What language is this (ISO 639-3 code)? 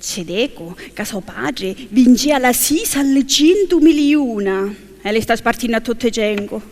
scn